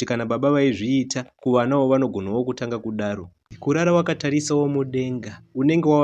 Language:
Shona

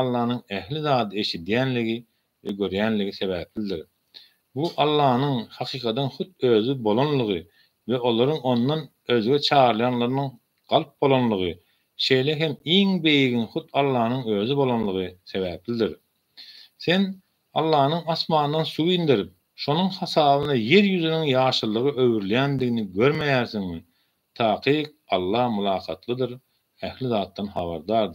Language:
Turkmen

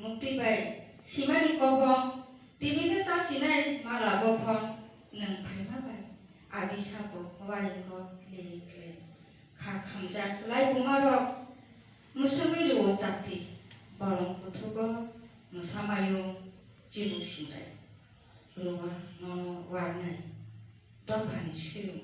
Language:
Kok Borok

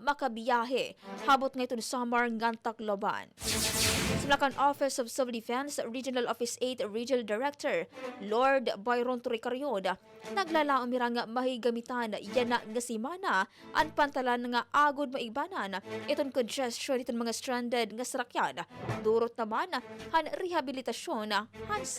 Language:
Waray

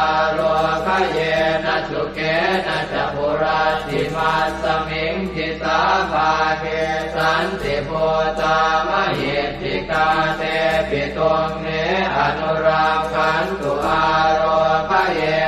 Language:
Pali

